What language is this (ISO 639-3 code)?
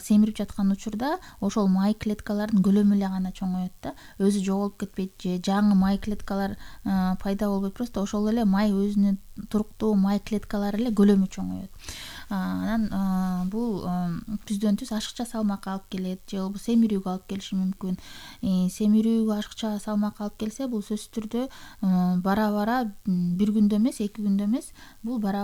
kir